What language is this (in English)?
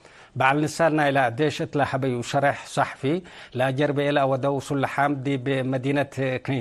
Tigre